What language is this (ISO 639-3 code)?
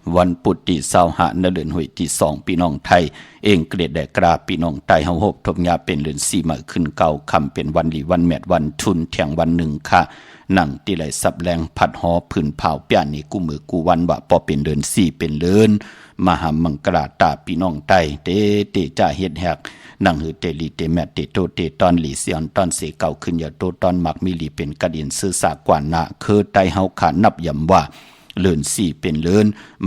shn